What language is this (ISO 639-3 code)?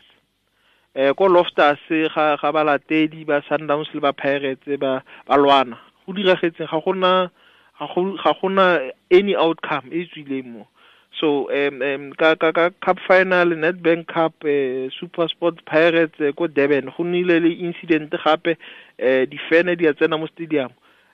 tsn